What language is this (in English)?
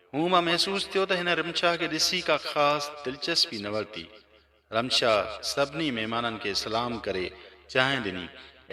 Sindhi